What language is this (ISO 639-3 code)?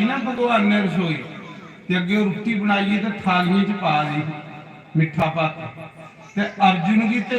doi